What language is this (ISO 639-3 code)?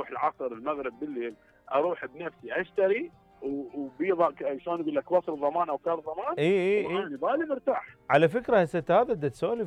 acm